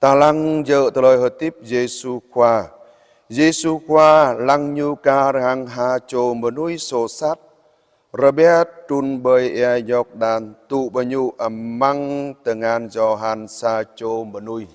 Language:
Jarai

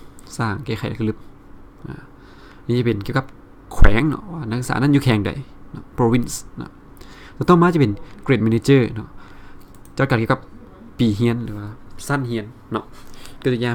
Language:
Lao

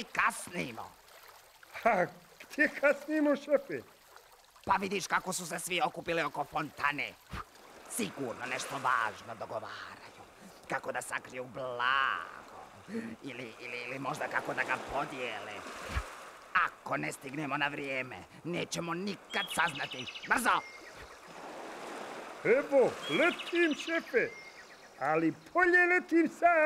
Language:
Croatian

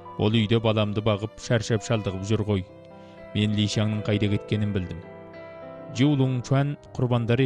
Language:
Kazakh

